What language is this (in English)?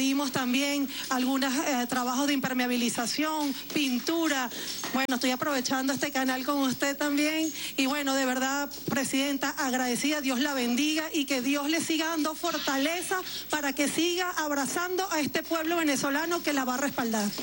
Spanish